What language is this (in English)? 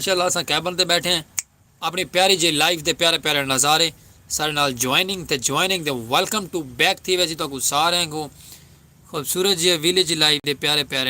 Saraiki